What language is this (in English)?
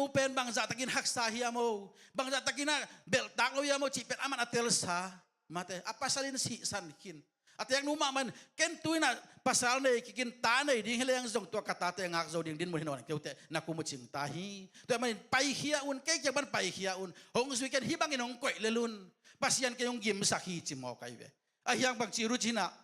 Tedim Chin